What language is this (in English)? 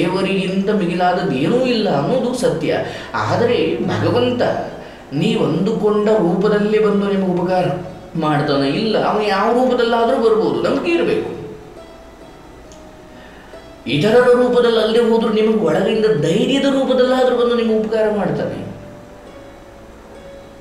Kannada